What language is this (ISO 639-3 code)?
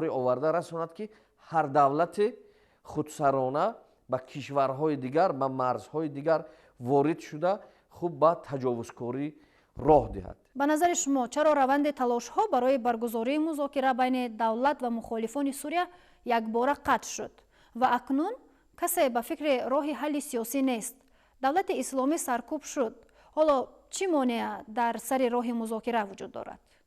tgk